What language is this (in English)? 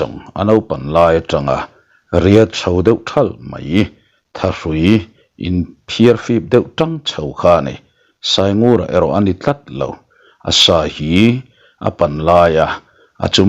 Mizo